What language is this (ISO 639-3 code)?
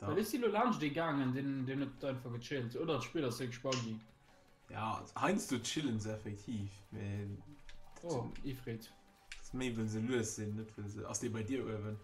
ltz